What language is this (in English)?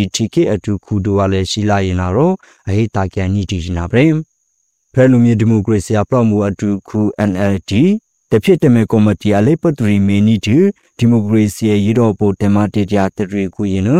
Burmese